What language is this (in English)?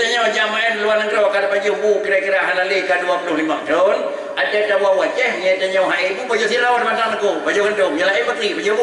Achinese